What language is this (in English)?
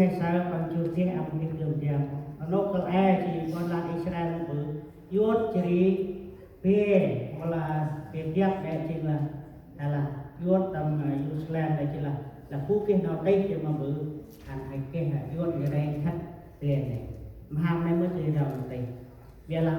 Central Mnong